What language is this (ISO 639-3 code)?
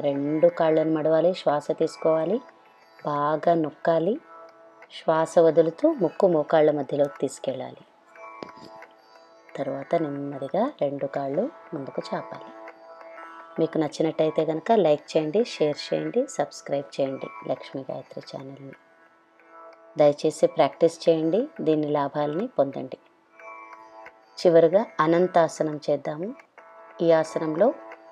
tel